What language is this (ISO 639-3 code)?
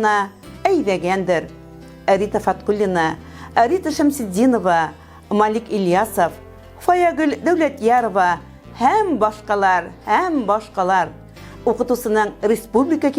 bak